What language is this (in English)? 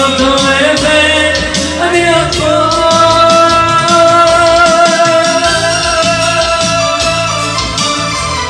Hebrew